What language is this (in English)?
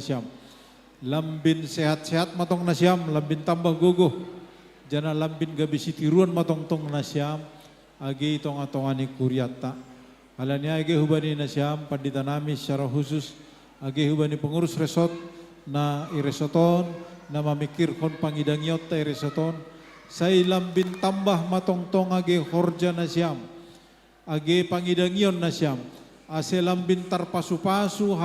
Batak Simalungun